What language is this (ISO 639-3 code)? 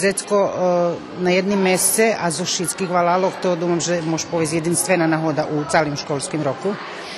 rue